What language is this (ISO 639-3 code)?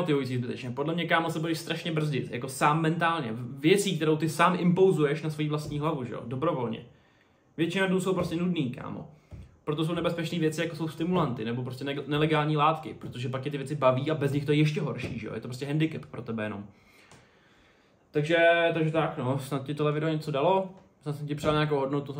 ces